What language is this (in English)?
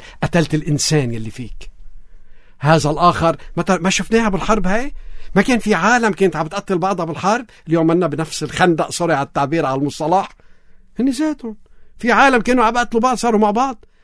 North Levantine Arabic